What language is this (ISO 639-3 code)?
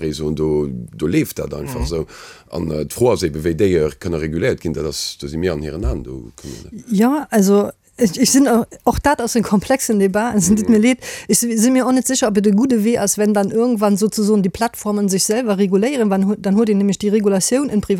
ltz